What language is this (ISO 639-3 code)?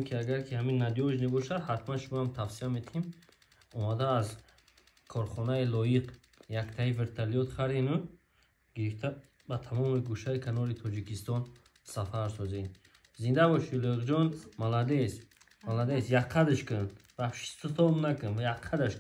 tgk